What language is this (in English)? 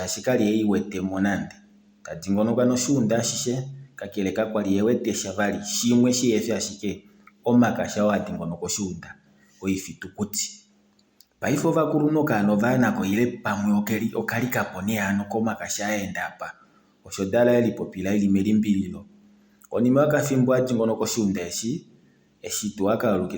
Kuanyama